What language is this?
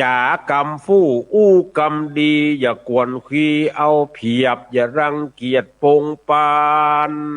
Northern Thai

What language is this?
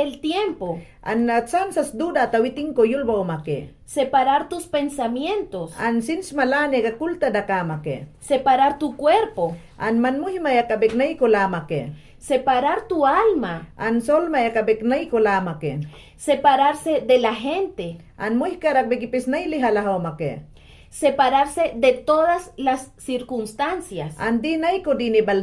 Mayangna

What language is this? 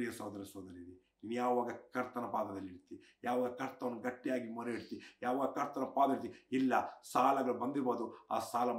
Kannada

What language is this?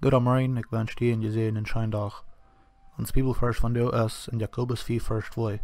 Plautdietsch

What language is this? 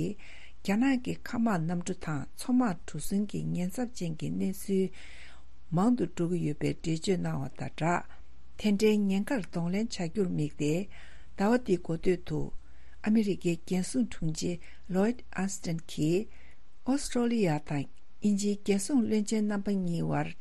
Tibetan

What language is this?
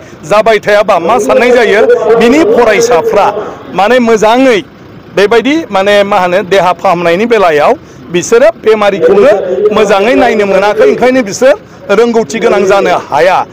Bodo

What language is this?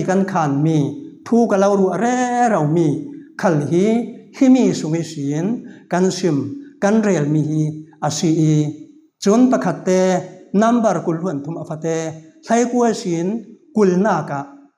Falam Chin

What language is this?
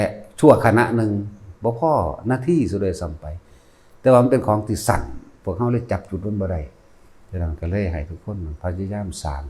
Northeastern Thai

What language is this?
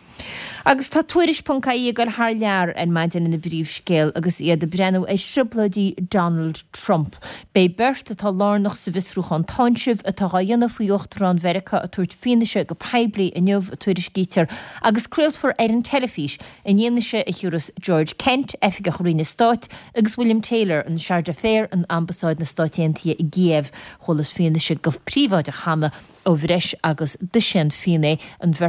Irish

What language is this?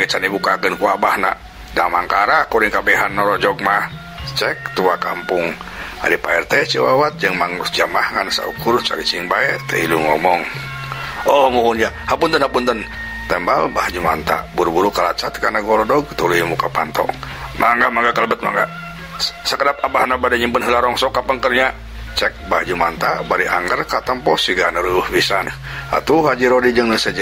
Sundanese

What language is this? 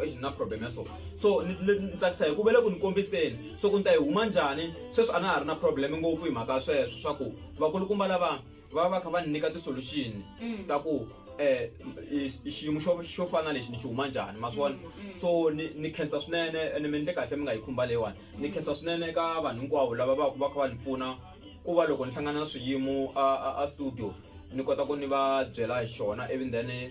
Tsonga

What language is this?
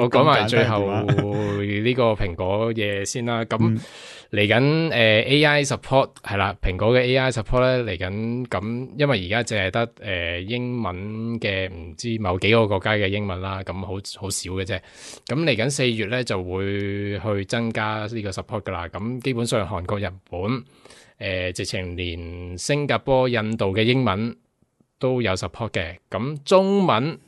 Cantonese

